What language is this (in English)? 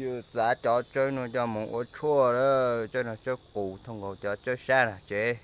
Hmong